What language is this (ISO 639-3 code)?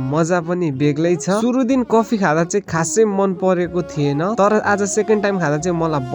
nep